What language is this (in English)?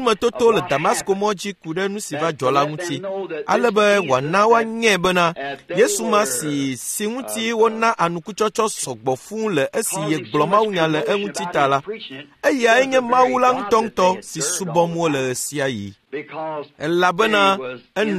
Ewe